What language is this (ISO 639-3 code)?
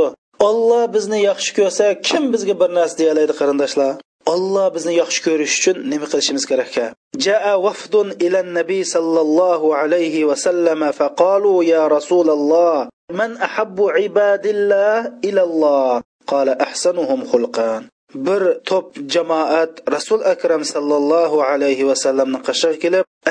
uig